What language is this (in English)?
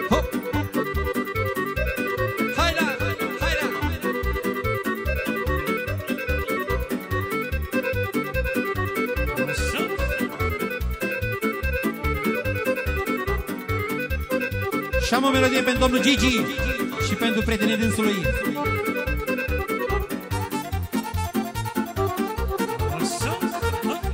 Romanian